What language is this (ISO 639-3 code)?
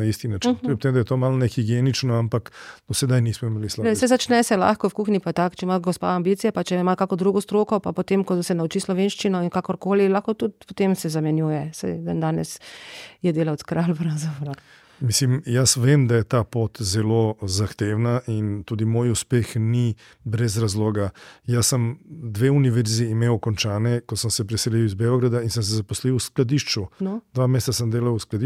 slv